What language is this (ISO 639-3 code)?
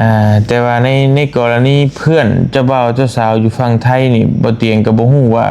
lao